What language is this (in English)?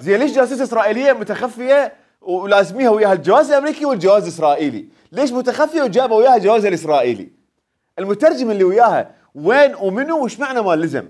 Mesopotamian Arabic